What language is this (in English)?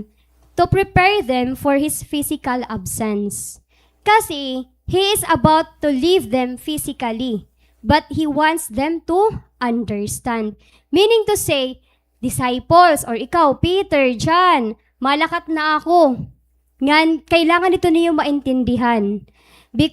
Waray